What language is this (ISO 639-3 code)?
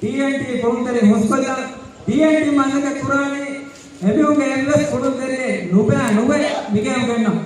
div